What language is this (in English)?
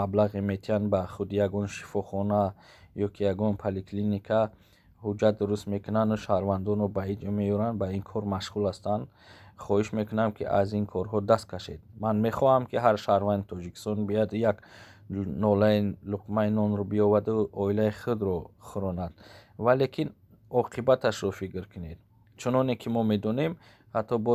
Tajik